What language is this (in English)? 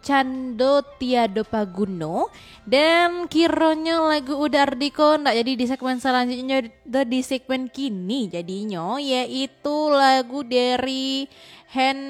Minangkabau